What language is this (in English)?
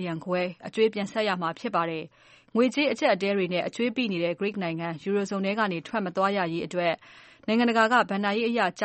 Burmese